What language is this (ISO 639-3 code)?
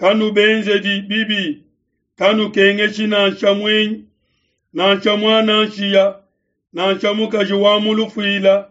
lua